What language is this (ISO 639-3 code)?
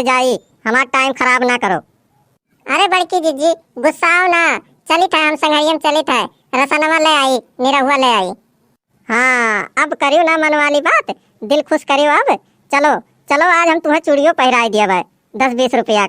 awa